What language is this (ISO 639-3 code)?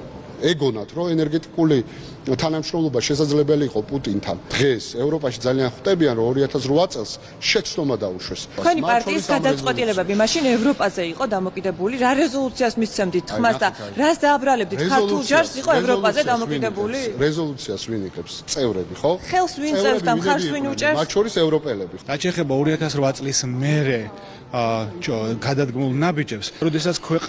kat